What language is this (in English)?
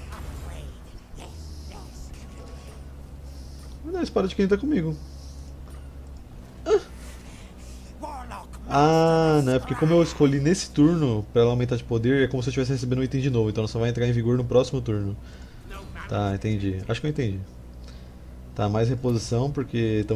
Portuguese